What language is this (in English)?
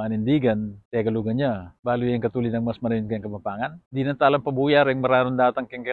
Pampanga